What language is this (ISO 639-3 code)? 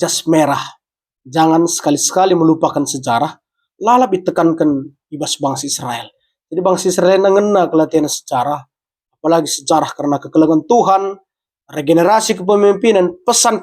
btx